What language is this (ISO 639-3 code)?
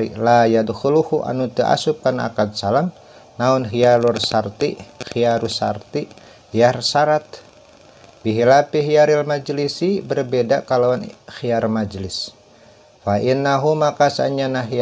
sun